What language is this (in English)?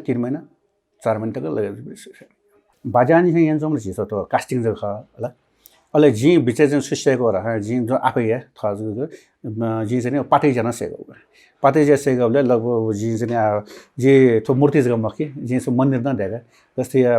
Newari